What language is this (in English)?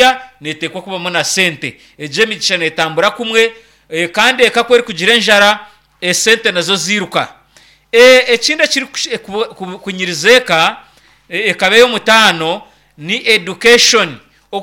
Nyankole